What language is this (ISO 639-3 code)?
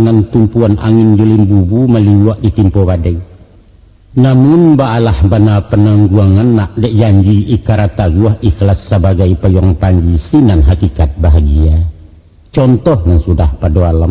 min